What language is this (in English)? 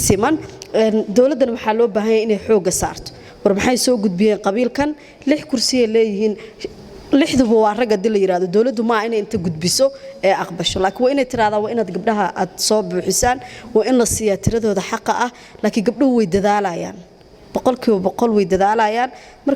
Somali